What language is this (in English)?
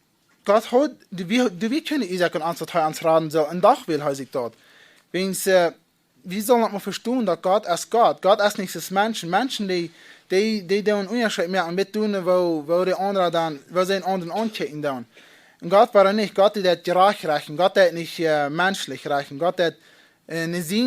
Plautdietsch